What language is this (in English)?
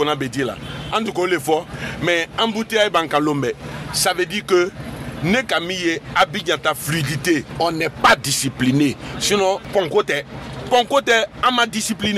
Bambara